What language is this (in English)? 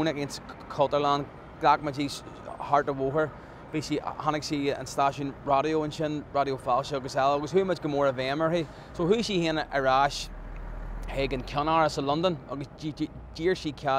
Irish